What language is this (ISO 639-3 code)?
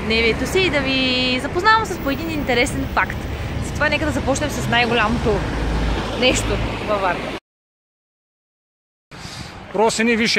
bul